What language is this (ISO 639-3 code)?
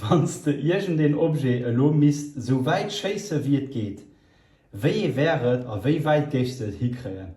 ltz